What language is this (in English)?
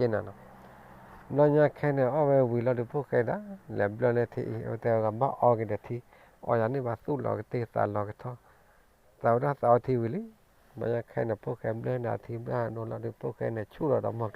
S'gaw Karen